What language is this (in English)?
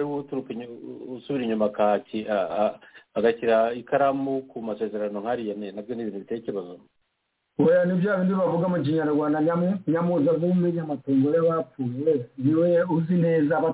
Kinyarwanda